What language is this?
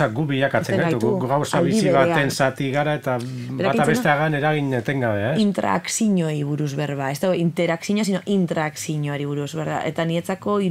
Basque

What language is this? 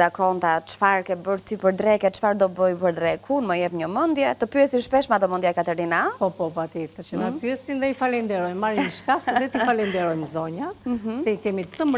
Albanian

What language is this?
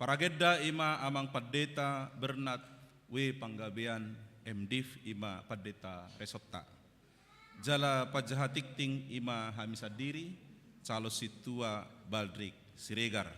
Batak Toba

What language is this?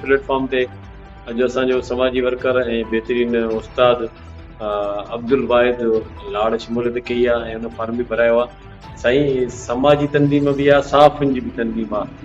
Sindhi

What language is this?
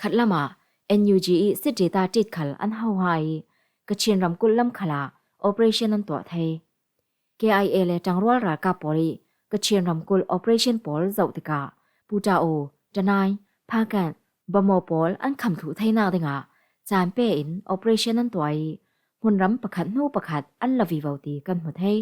Falam Chin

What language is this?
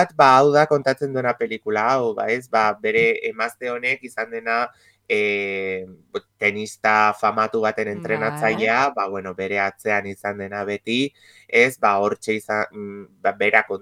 Basque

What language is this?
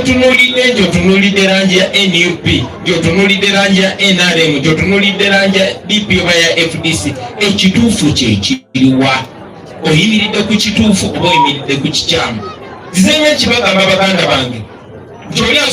Ganda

